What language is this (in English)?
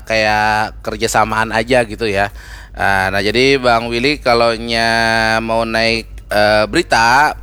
Banjar